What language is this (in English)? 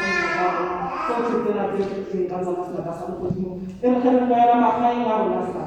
Tswana